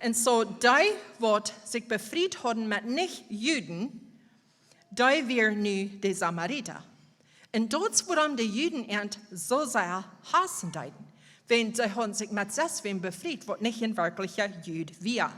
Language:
Plautdietsch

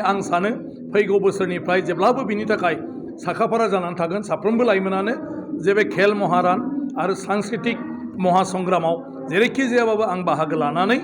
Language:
Bodo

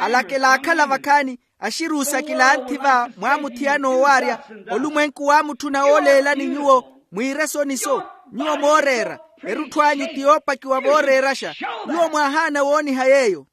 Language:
Makhuwa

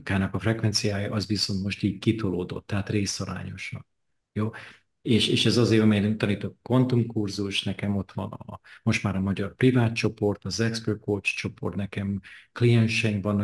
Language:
Hungarian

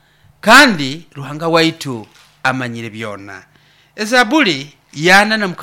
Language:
Nyoro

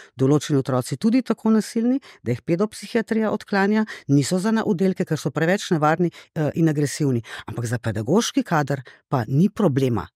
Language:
Slovenian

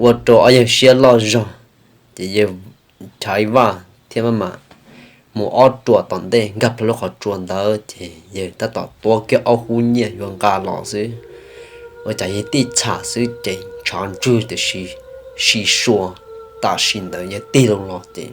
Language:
Hmong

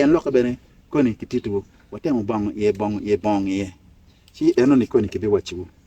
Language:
Acoli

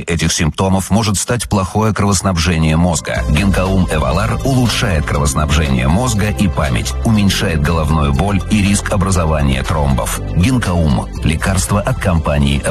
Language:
Russian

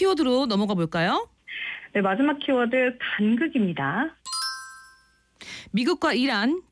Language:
Korean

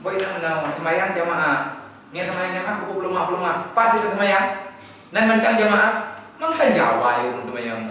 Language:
Achinese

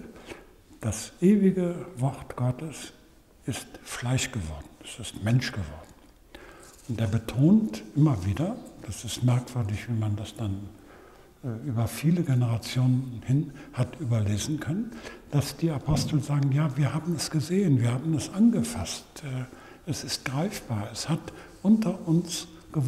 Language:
German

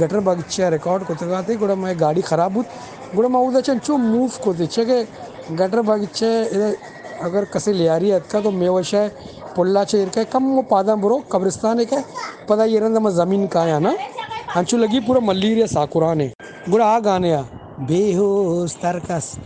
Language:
Eastern Balochi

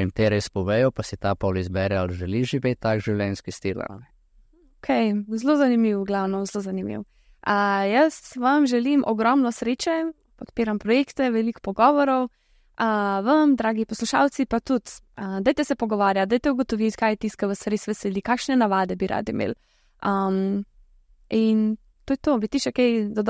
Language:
Slovenian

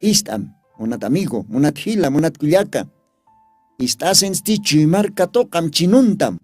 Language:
Aymara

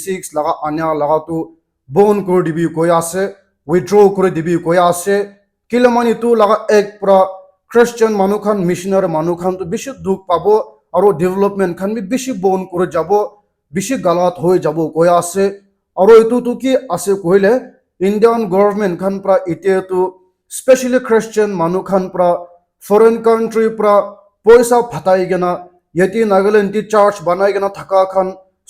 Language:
Naga Pidgin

